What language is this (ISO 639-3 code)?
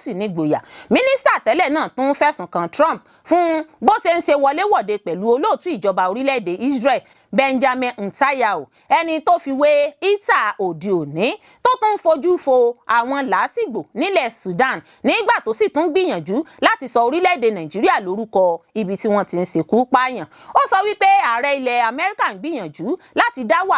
yor